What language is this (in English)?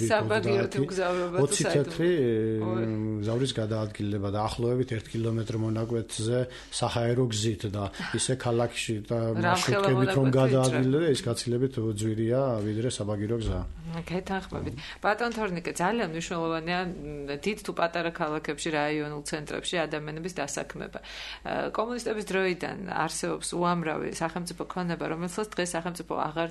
Georgian